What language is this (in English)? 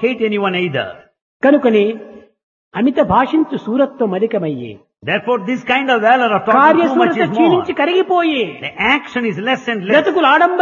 Telugu